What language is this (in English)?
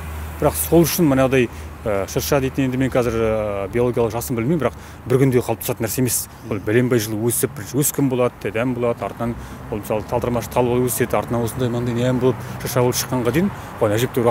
Kazakh